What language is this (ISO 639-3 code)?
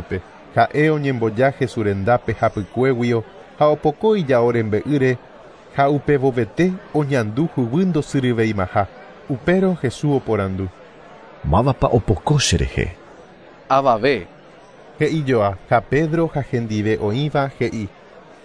grn